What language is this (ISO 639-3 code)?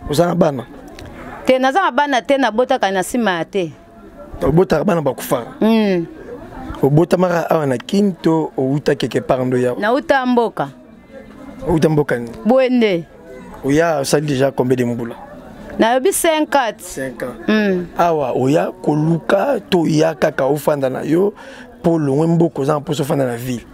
lin